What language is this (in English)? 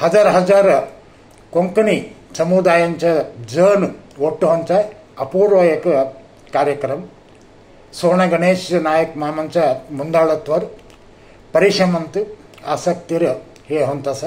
Konkani